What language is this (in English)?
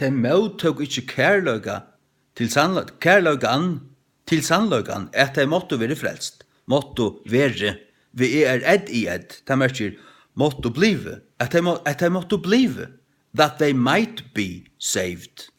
Faroese